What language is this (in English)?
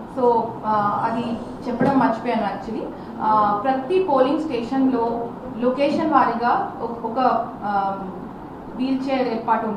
Telugu